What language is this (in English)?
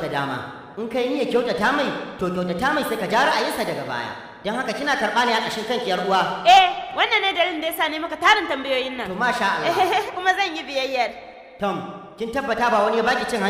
Hausa